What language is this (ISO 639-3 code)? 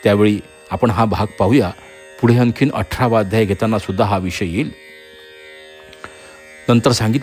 mar